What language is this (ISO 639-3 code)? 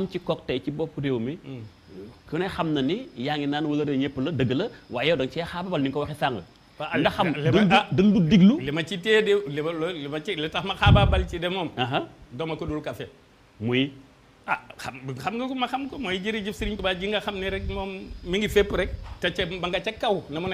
wol